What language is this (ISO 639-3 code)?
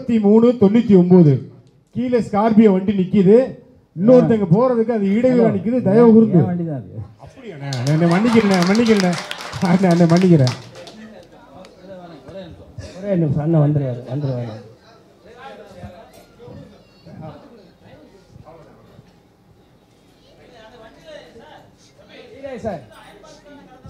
tam